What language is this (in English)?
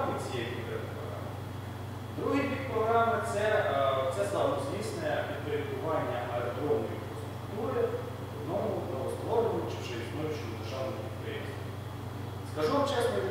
Ukrainian